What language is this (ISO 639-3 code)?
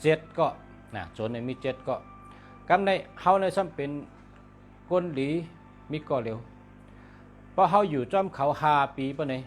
shn